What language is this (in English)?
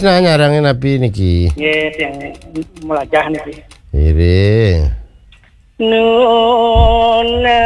Balinese